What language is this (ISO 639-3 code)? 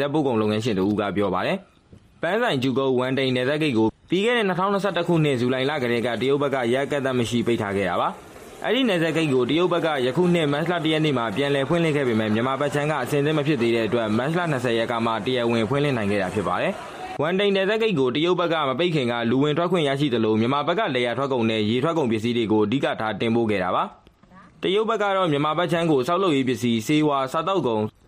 mya